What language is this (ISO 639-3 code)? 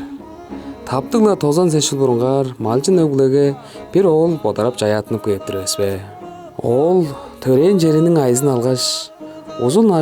tyv